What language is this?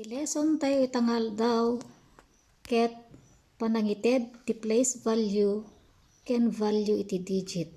Iloko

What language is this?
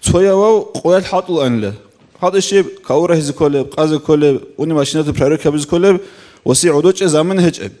Avaric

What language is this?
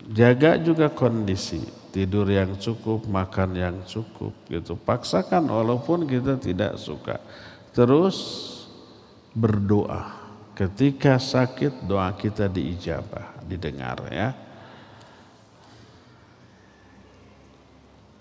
Indonesian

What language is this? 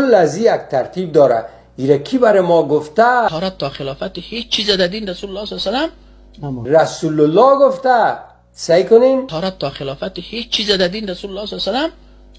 Persian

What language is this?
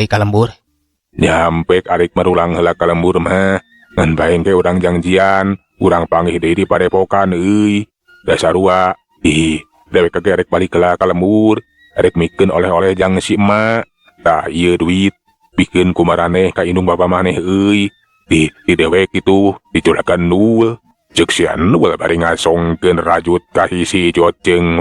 Sundanese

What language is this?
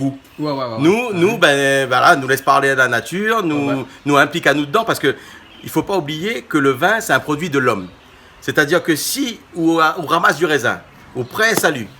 Réunion Creole French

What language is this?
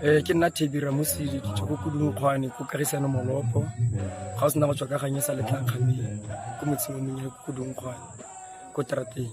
Tswana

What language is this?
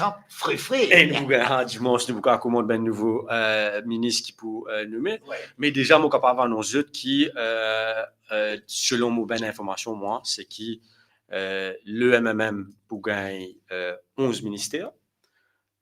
Morisyen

